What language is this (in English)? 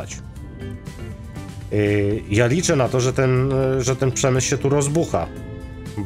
Polish